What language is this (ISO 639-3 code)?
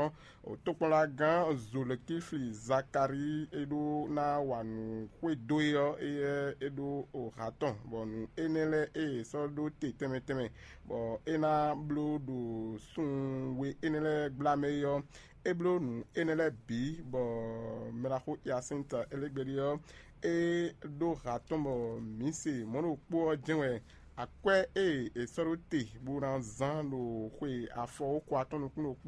fon